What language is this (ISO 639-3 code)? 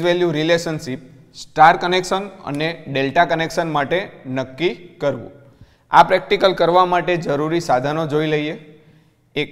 guj